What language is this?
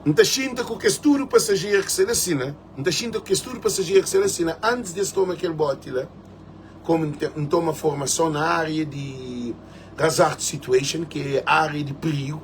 Kabuverdianu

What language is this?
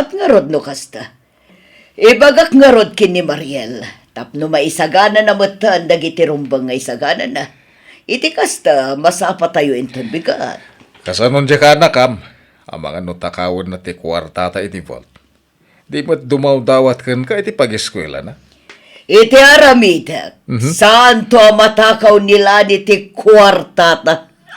Iloko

